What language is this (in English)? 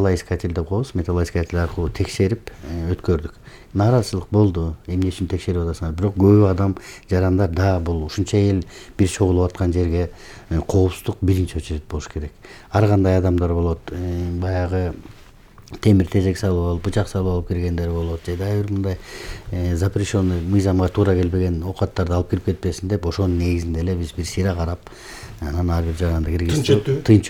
Kyrgyz